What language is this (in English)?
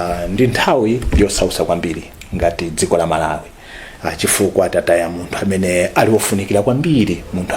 Nyanja